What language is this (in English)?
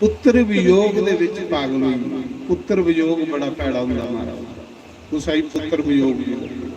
Dogri